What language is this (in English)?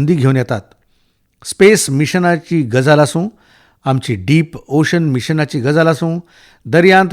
Konkani